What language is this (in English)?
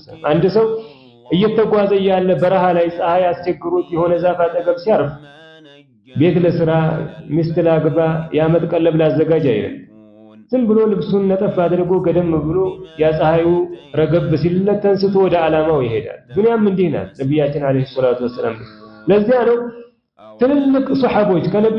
Amharic